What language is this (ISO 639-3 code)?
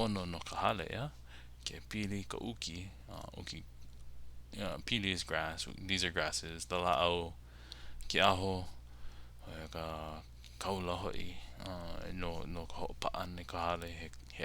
haw